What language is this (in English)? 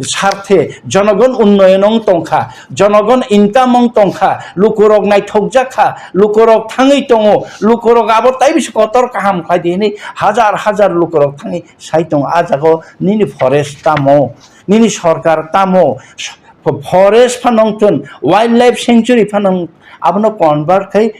Kok Borok